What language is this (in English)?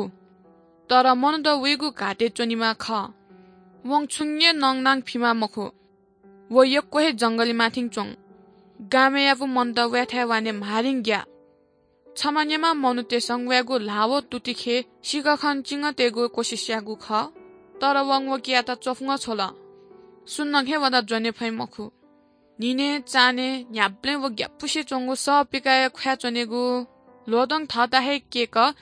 Newari